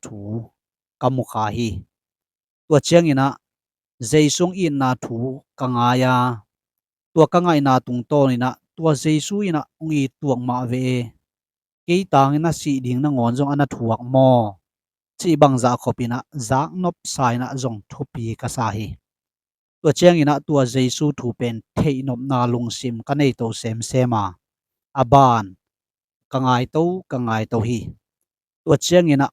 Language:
Tedim Chin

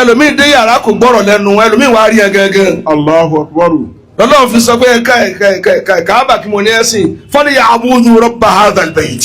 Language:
Yoruba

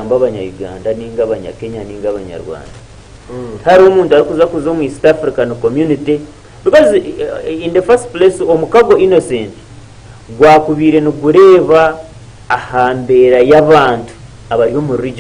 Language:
Nyankole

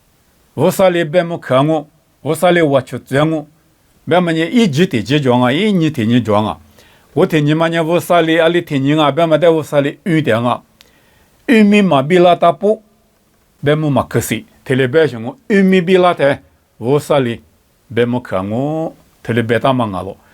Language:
Lisu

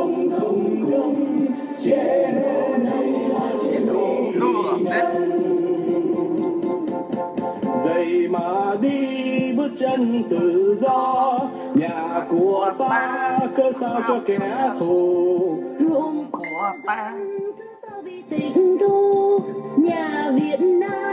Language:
Vietnamese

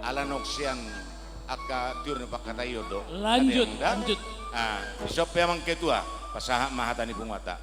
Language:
Batak Simalungun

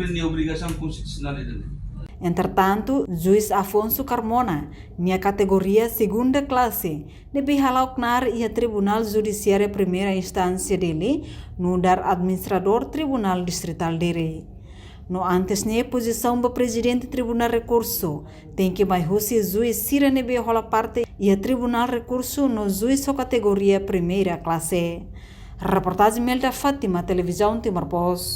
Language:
Tetum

